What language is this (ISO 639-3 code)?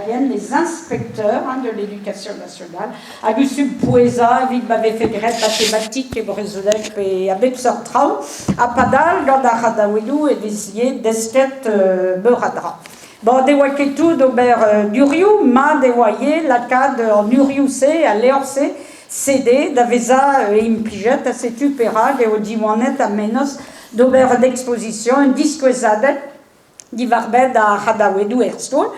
bre